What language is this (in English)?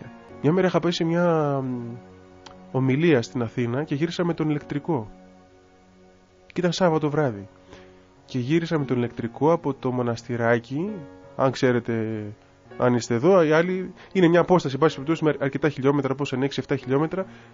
Greek